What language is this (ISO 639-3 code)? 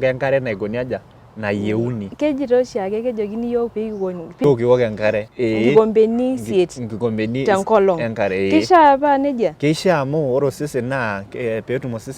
mas